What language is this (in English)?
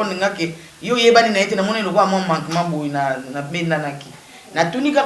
Lingala